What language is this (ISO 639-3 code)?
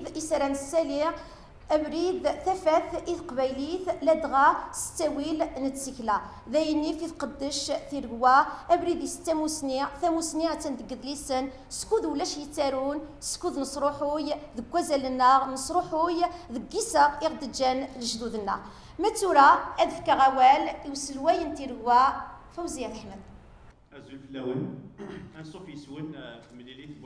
kab